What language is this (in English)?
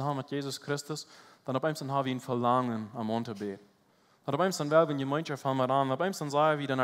Plautdietsch